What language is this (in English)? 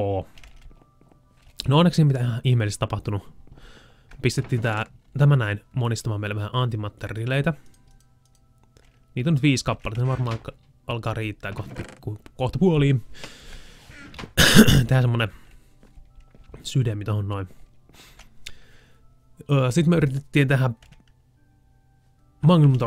Finnish